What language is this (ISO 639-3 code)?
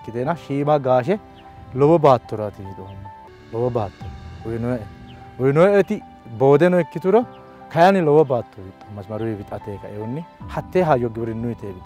sid